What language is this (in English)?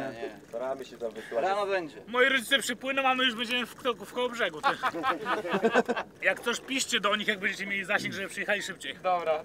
Polish